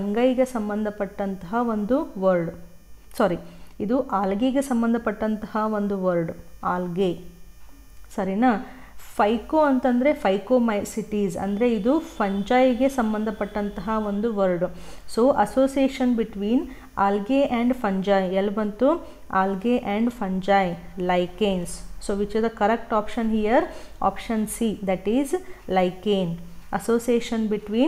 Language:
Kannada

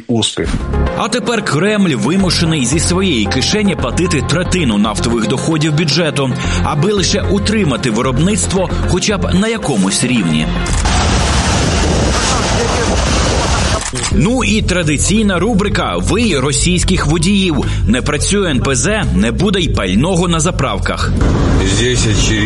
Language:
Ukrainian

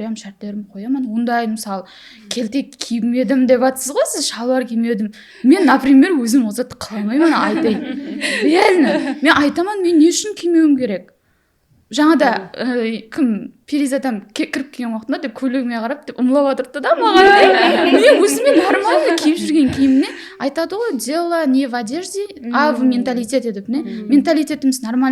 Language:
Kara-Kalpak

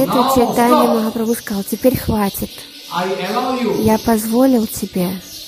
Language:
Russian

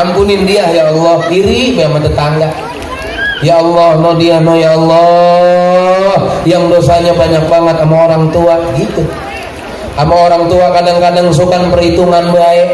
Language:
Betawi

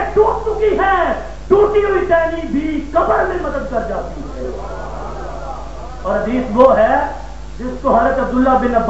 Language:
Urdu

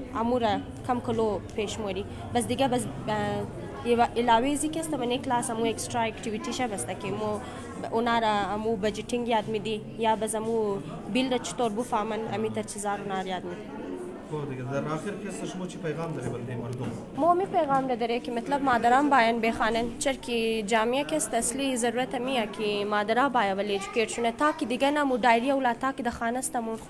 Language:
Hazaragi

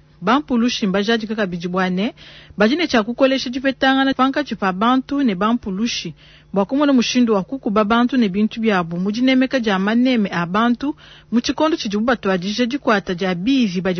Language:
Luba-Lulua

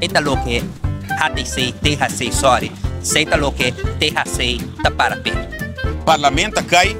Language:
Papiamento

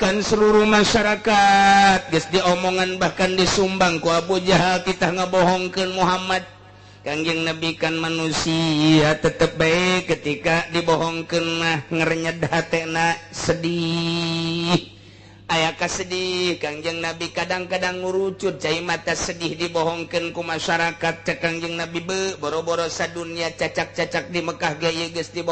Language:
Sundanese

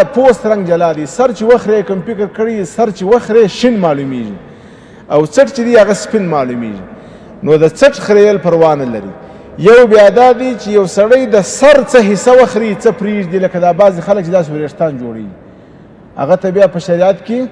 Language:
Pashto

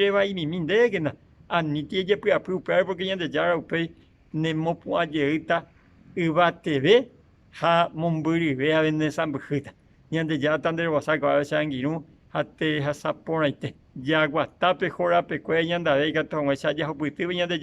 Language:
Guarani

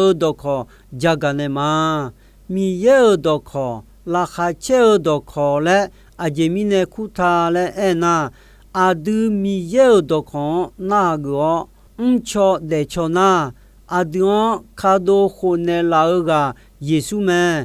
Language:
Akha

